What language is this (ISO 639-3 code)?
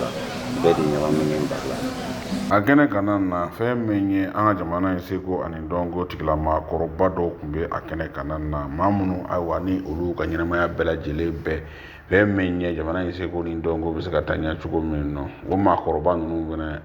bam